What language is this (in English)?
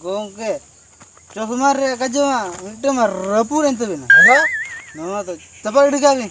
Santali